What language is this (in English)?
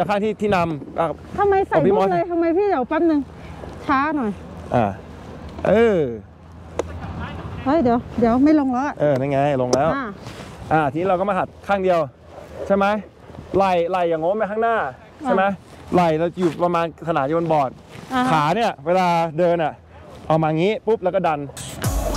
Thai